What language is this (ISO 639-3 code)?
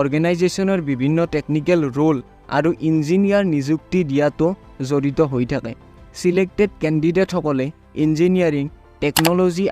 asm